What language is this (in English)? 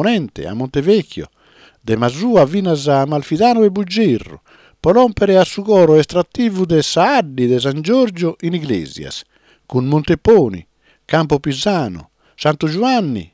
Sardinian